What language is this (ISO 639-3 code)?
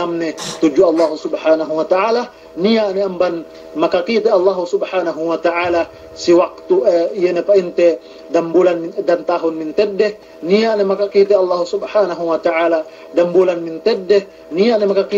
yka